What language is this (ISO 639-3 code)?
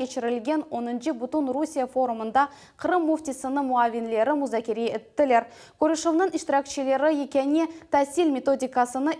crh